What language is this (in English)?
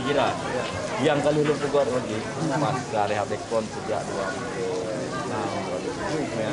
Achinese